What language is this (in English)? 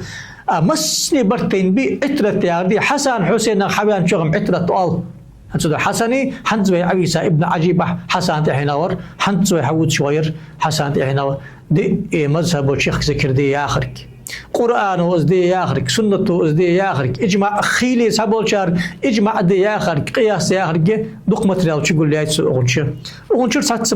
Ingush